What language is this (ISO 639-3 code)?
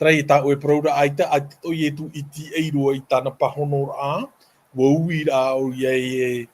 tah